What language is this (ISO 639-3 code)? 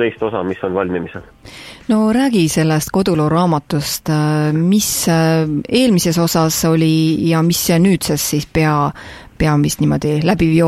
est